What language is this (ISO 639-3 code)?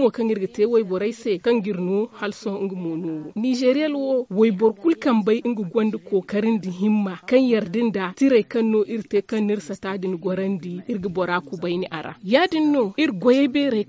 dje